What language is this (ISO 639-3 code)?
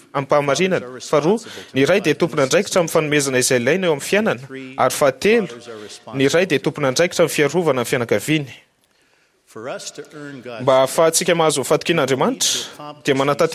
mlg